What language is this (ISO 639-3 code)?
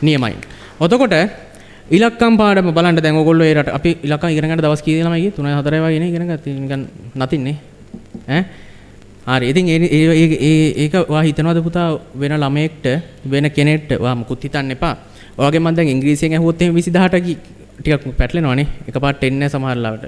sin